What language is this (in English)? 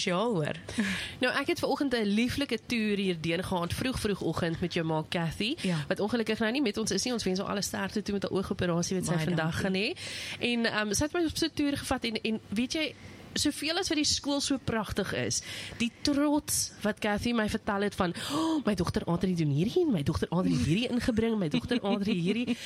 Afrikaans